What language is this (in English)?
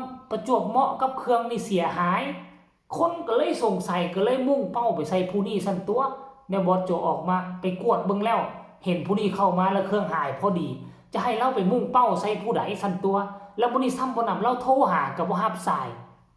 Northeastern Thai